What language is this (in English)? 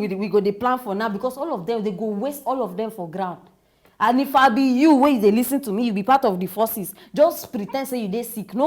Nigerian Pidgin